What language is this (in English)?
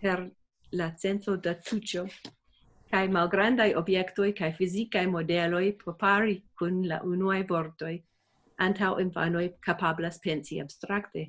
Esperanto